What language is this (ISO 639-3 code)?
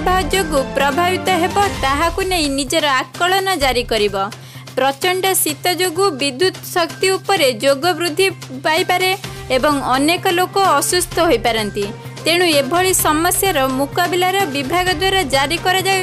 ori